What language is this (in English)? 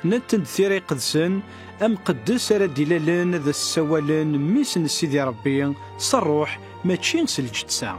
Kabyle